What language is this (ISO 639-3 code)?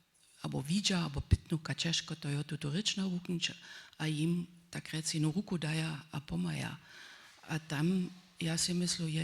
hsb